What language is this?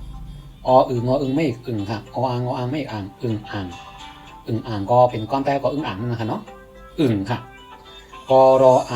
Shan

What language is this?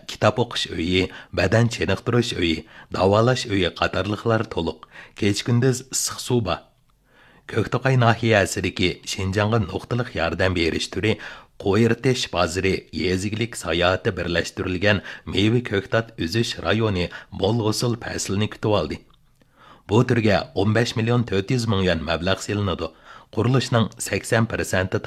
Uyghur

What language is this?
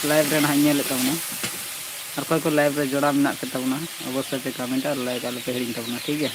Santali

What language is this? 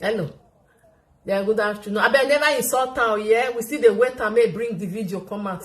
Nigerian Pidgin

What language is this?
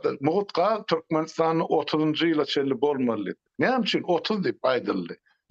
Turkmen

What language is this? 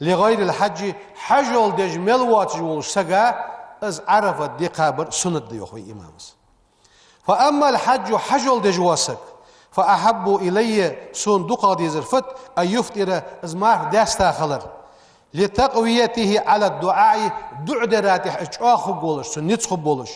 Ingush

